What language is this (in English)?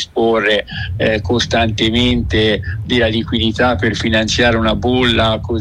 Italian